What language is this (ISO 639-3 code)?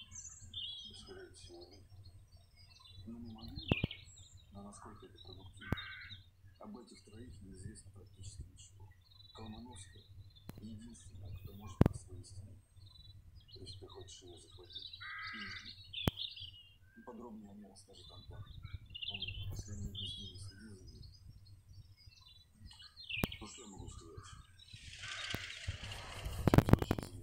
rus